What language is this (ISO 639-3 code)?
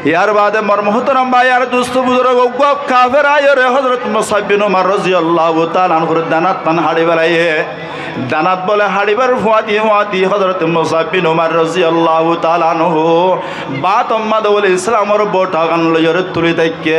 rhg